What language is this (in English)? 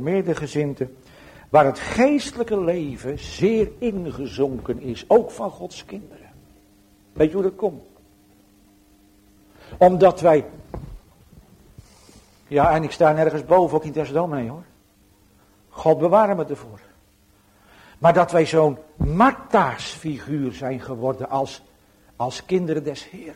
Dutch